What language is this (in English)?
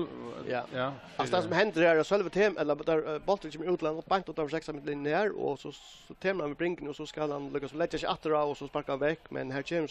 Faroese